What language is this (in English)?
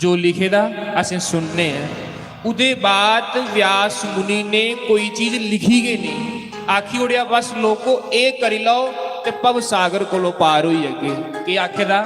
Dogri